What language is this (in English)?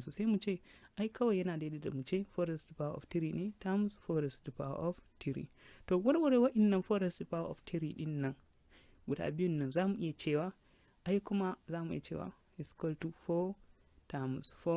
Hausa